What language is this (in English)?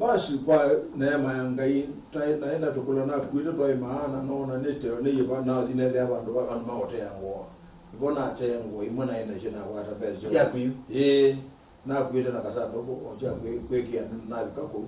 Kamba